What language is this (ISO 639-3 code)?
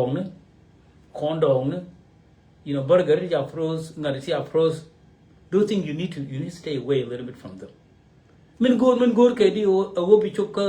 nus